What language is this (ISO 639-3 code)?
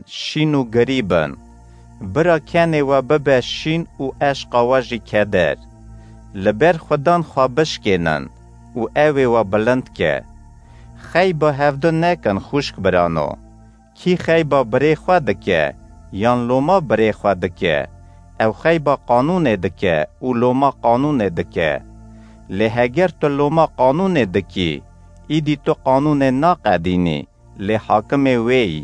kur